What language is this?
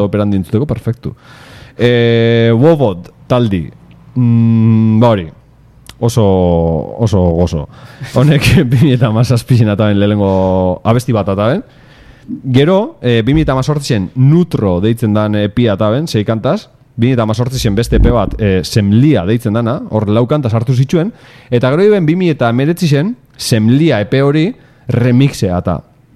Basque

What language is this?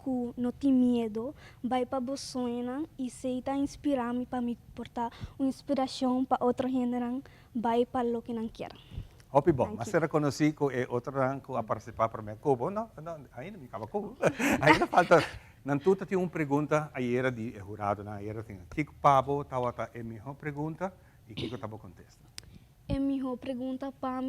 Papiamento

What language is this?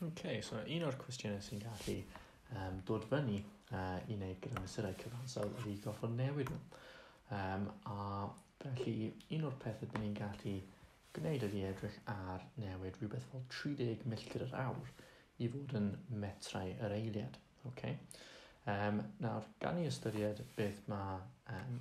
Welsh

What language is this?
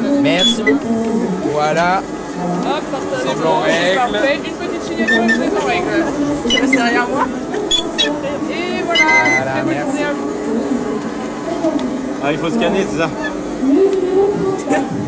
French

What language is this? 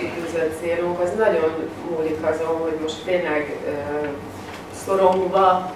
Hungarian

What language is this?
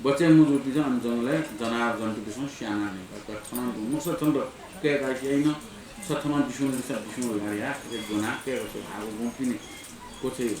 Newari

